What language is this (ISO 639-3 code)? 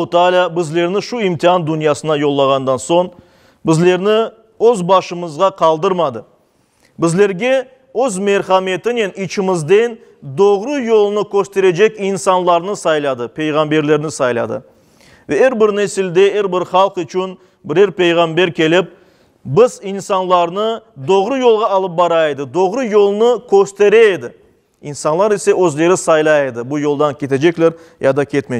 crh